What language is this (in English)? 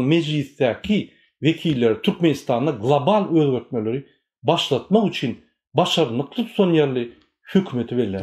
Turkmen